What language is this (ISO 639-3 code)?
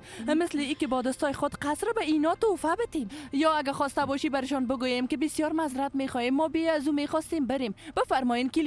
fas